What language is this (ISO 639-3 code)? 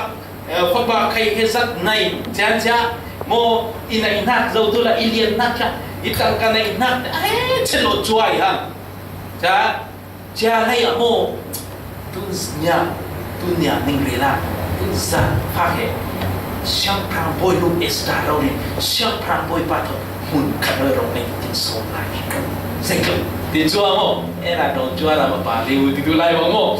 cfm